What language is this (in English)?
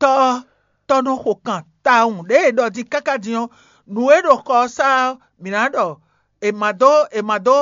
Fon